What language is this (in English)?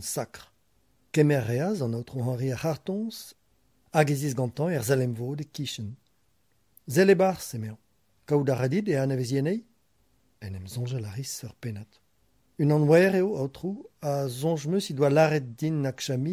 Breton